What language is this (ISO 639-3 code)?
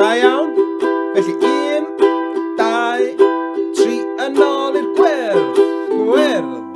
cym